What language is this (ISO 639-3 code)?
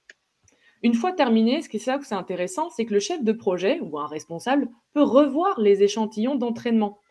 fra